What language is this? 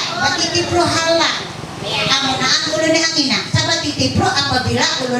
Ma'anyan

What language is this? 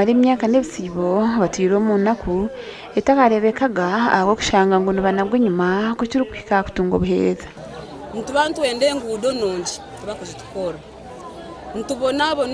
Nyankole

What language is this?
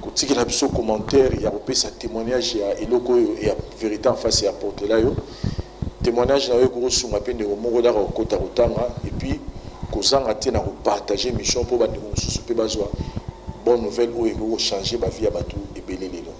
Lingala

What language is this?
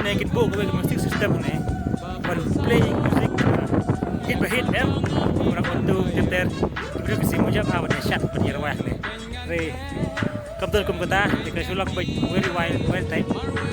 Khasi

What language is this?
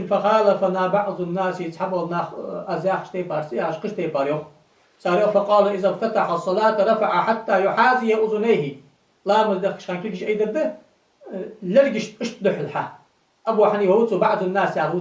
Ingush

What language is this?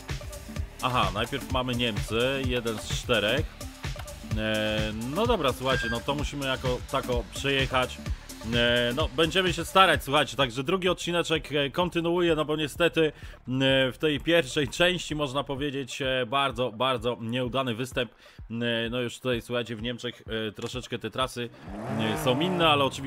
Polish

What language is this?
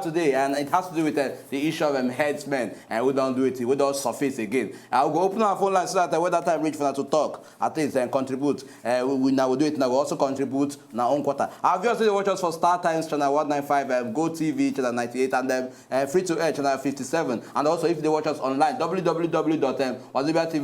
Nigerian Pidgin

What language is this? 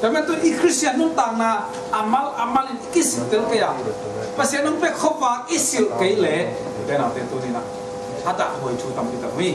Tedim Chin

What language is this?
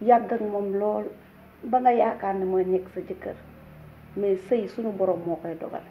Wolof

